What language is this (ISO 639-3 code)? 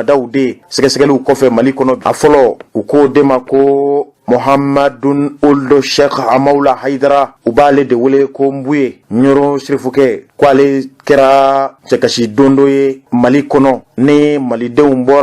bam